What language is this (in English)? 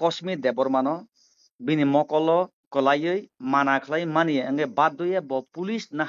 Kok Borok